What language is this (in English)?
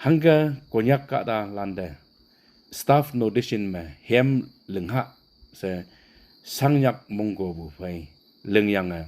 Konyak Naga